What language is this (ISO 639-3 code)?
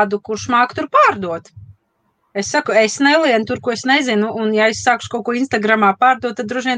lav